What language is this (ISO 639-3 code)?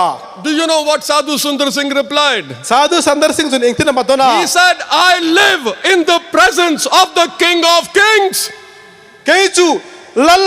hmr